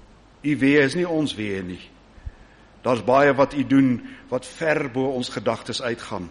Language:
Afrikaans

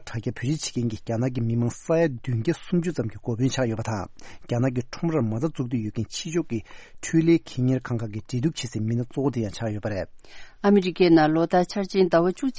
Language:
Tibetan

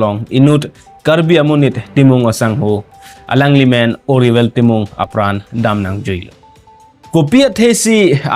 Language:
Karbi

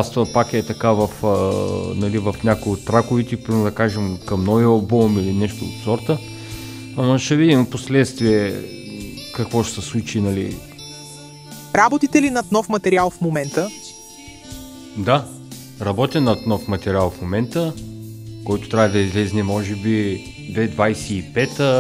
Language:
Bulgarian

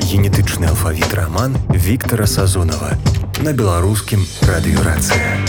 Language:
Belarusian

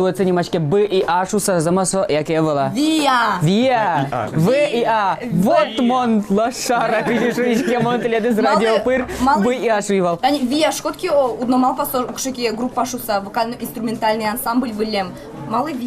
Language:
Udmurt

